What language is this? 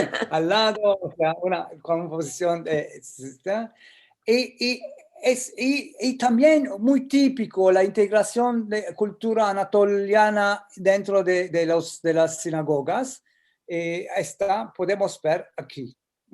Ladino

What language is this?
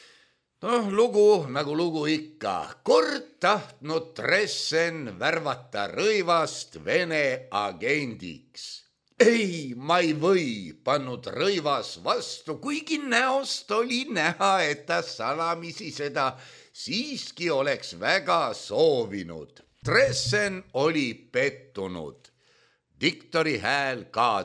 Estonian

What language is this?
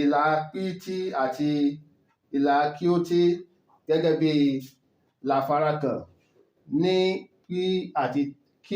Yoruba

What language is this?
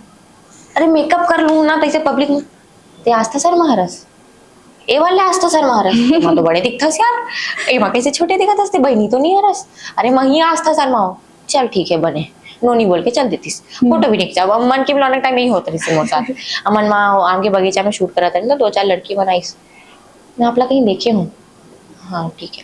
Chhattisgarhi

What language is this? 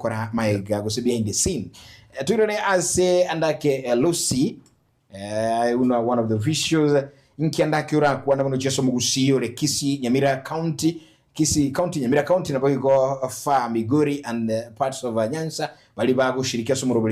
Gusii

